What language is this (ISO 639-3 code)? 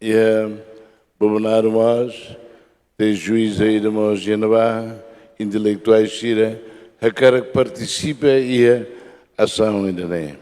tet